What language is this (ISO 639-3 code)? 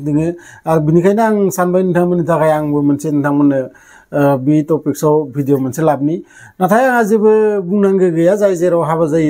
brx